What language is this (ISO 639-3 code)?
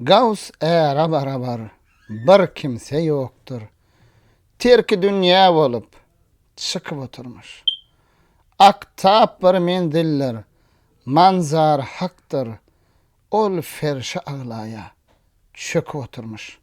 tuk